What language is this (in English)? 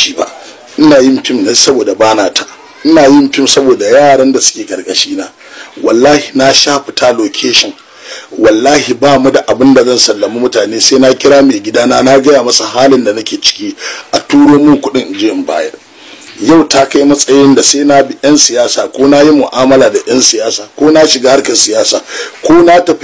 Hausa